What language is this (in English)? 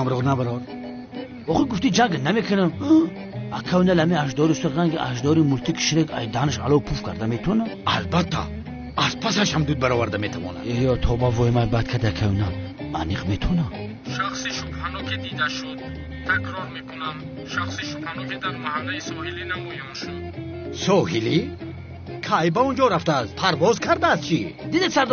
Tajik